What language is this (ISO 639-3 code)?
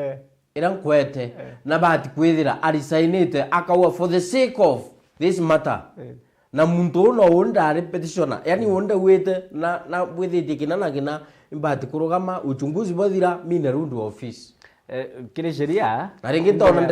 mer